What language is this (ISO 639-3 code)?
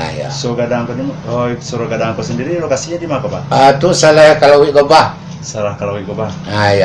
min